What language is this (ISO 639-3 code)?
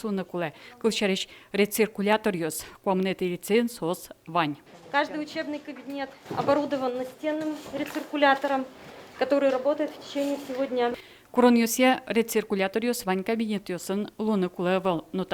udm